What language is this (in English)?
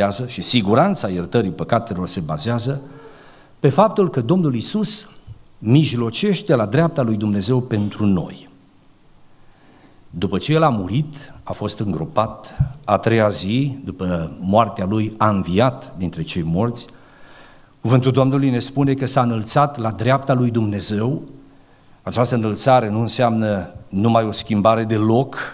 Romanian